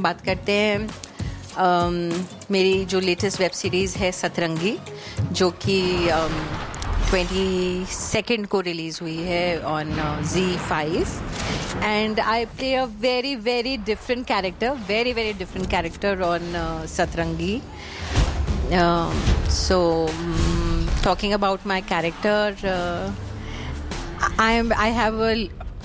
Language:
Hindi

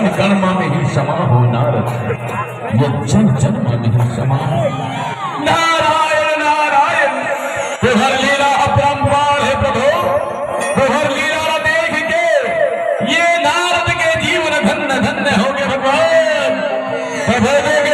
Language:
Chhattisgarhi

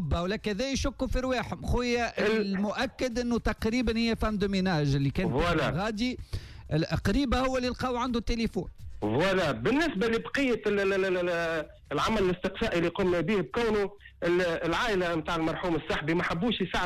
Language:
Tunisian Arabic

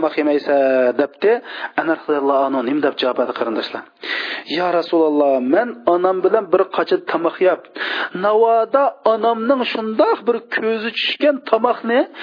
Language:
Uyghur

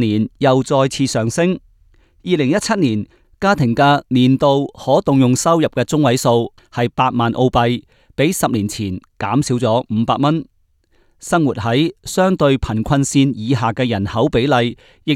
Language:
Cantonese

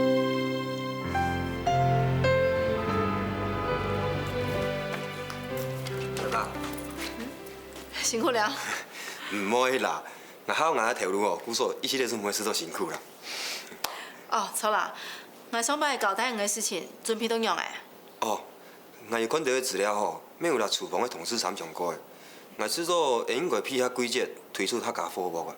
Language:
Hakka Chinese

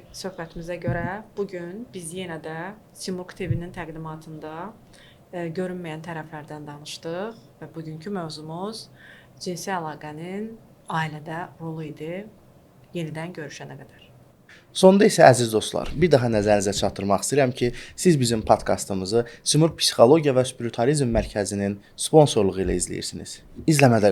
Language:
Azerbaijani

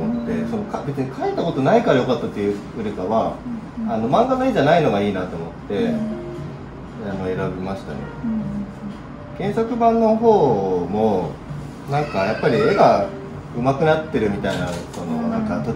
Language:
Japanese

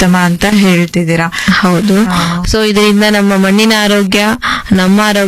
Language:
Kannada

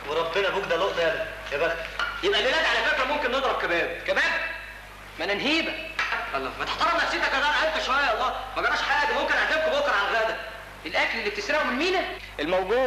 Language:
Egyptian Arabic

